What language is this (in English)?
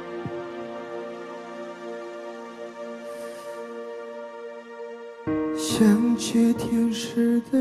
Chinese